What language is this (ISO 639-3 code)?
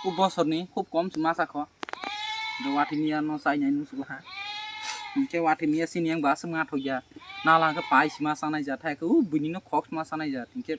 trp